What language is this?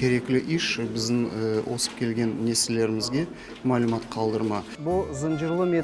Crimean Tatar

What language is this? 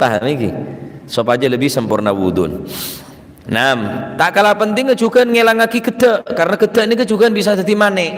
Madurese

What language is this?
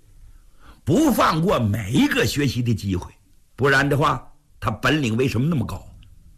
Chinese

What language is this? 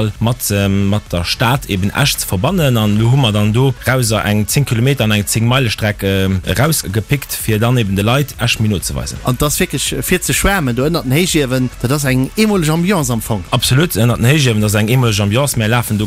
Luxembourgish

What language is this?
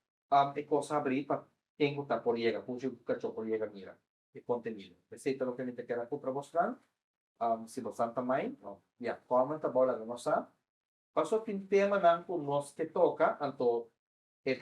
Papiamento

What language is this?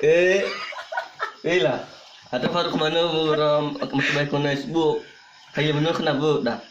Nias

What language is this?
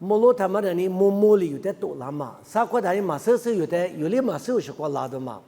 Lisu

